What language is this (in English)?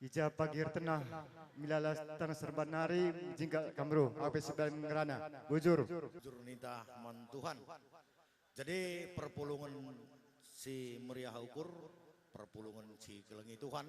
Batak Karo